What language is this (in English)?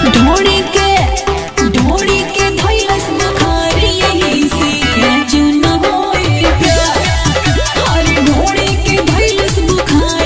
Bhojpuri